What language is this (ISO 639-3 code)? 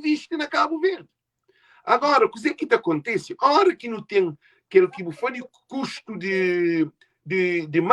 kea